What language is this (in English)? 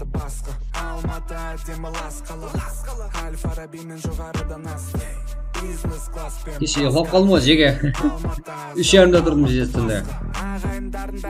Kara-Kalpak